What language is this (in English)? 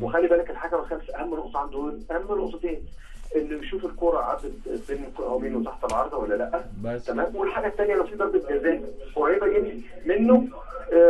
Egyptian Arabic